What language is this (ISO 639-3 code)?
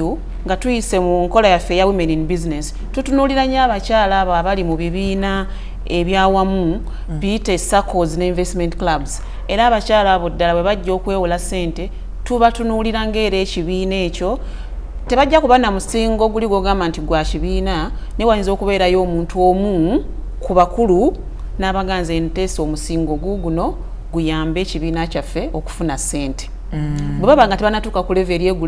lug